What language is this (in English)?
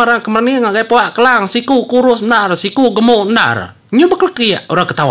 Iban